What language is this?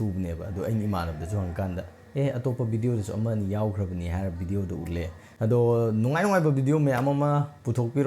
Manipuri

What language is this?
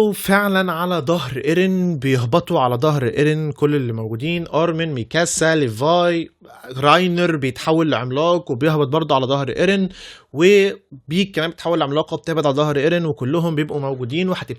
Egyptian Arabic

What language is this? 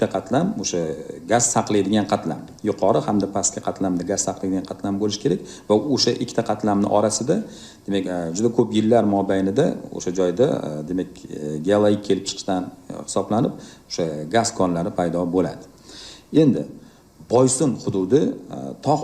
Uzbek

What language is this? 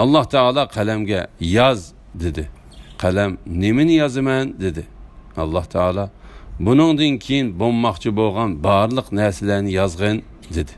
Uyghur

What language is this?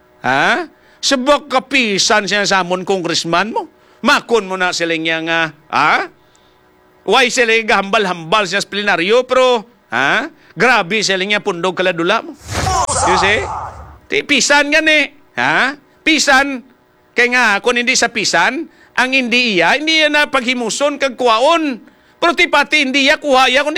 Hiligaynon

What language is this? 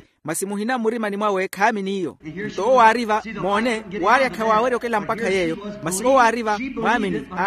Makhuwa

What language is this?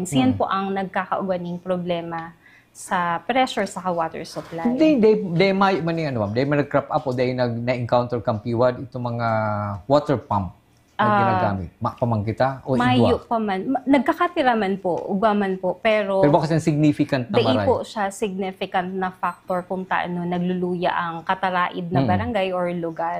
Bikol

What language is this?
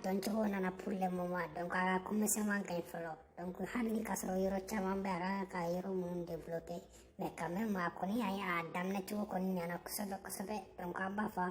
Bambara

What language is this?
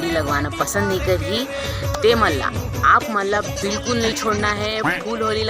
Chhattisgarhi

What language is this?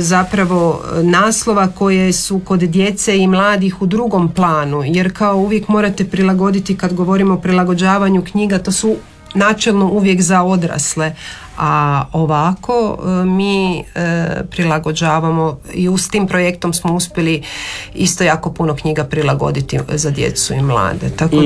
Croatian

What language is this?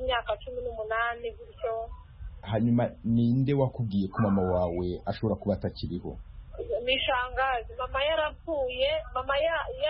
Kinyarwanda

